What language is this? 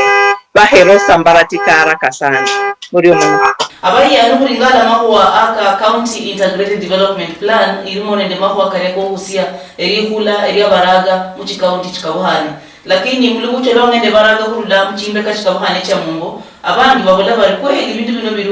Luyia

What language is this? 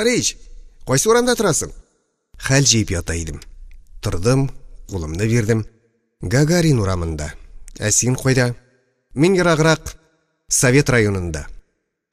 Tatar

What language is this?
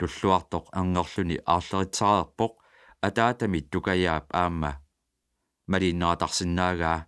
Kalaallisut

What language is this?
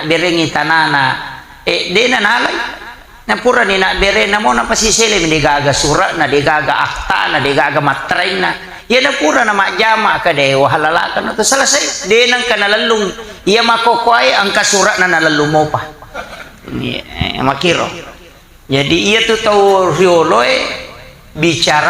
Buginese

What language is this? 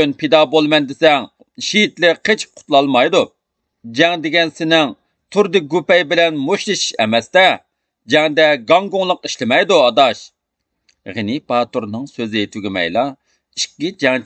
Uyghur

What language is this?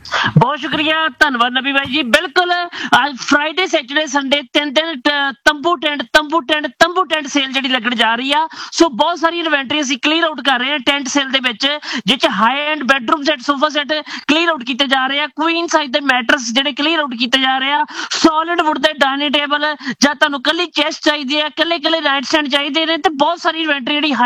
Punjabi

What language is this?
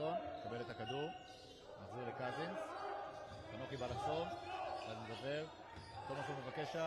Hebrew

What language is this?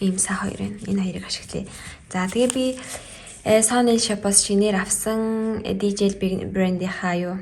Mongolian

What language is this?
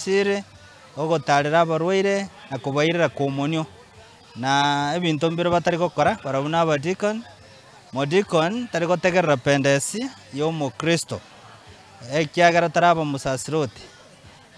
Gusii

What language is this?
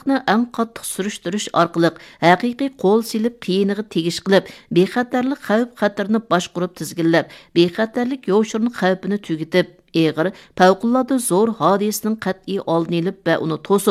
Uyghur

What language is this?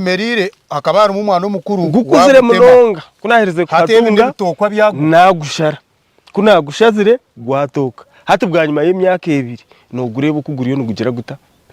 Nyankole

